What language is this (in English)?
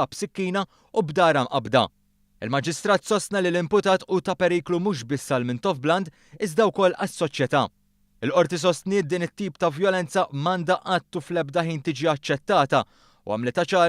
Maltese